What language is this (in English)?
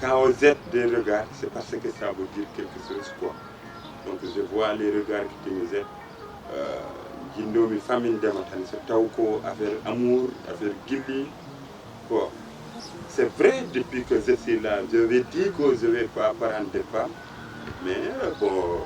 Fula